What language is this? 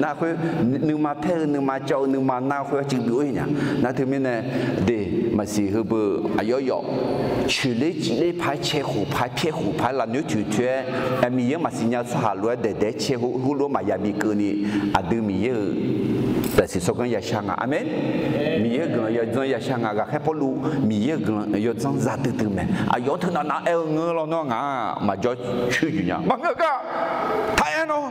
Akha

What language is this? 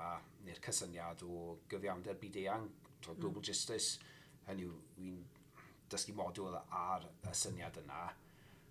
Welsh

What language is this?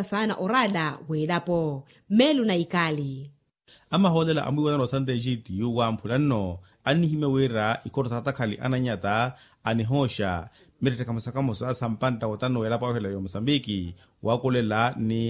Makhuwa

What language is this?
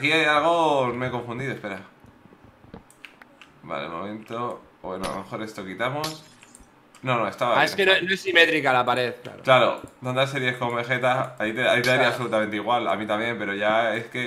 Spanish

